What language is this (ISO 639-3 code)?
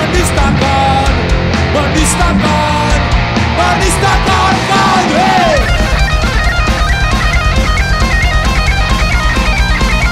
ind